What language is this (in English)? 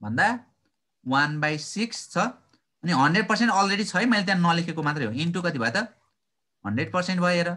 Nepali